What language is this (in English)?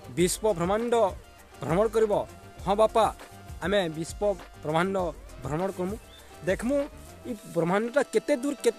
Sambalpuri